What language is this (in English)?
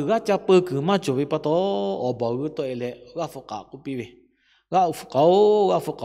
Lahu